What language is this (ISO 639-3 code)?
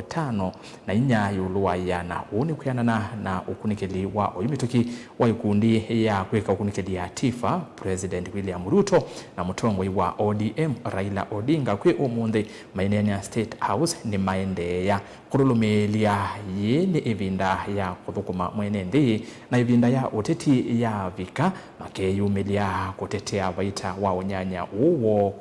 kam